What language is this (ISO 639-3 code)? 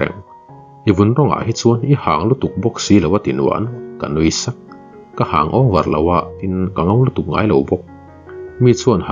lus